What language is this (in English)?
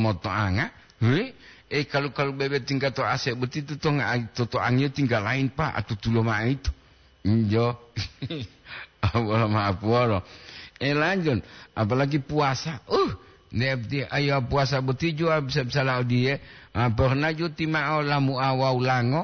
Gorontalo